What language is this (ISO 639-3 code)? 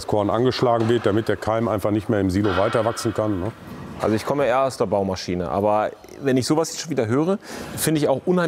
deu